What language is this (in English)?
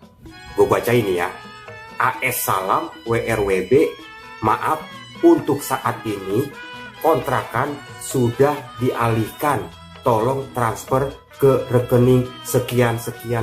Betawi